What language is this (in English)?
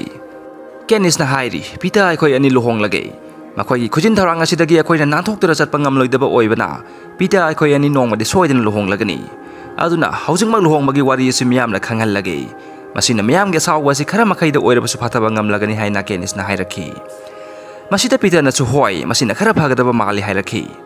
Manipuri